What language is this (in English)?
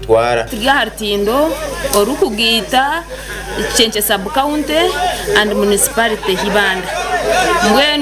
Nyankole